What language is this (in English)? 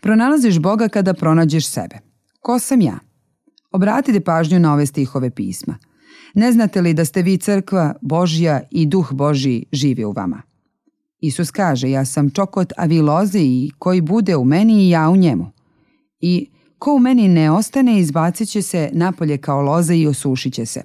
Serbian